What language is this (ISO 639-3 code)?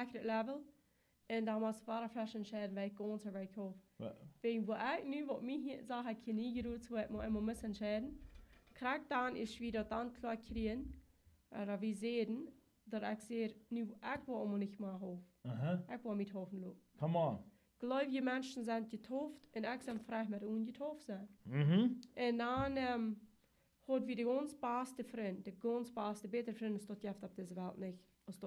pdt